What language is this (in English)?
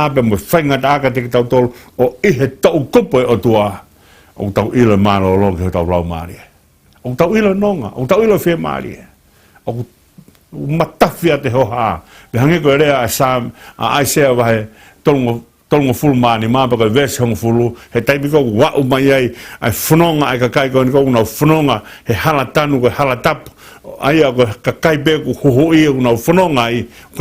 Tongan